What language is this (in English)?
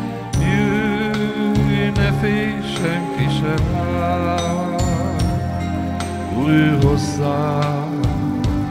Hungarian